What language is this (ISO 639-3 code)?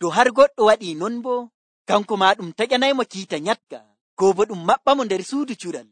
fuv